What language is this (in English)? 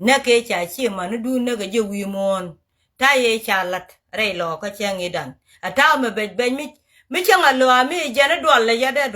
Nuer